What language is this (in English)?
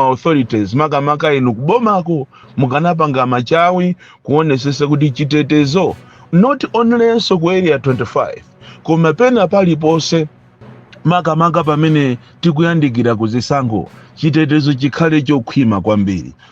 Nyanja